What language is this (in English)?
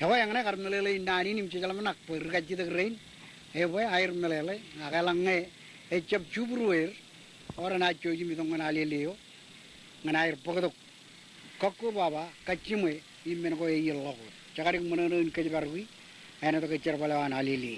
Marshallese